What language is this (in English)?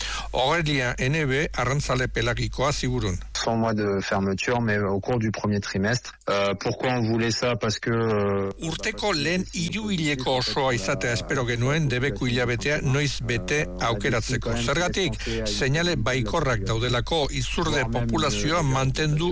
Basque